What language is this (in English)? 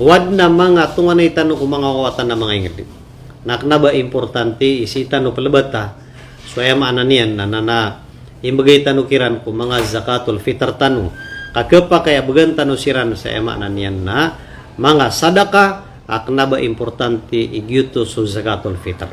Maranao